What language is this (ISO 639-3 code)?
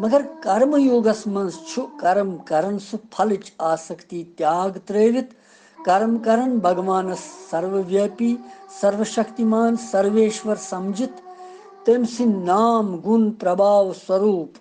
kas